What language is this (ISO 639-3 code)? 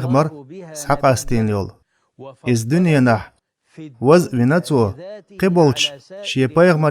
che